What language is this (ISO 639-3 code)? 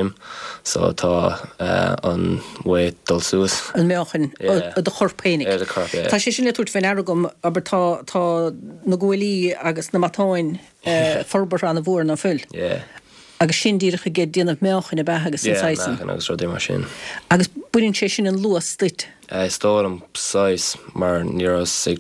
gle